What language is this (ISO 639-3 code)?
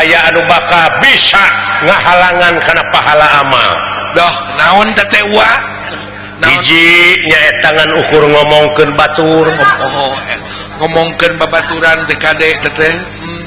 sun